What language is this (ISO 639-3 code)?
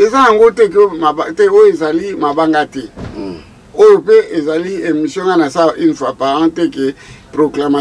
lin